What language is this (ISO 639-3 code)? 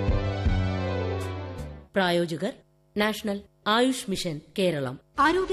mal